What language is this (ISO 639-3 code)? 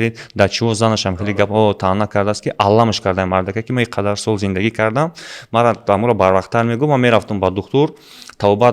tgk